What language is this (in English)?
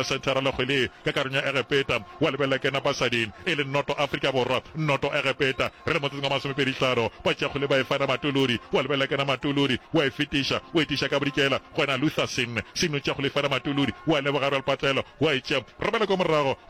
Northern Sotho